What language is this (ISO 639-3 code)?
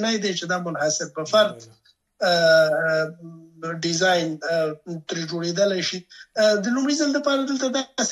pus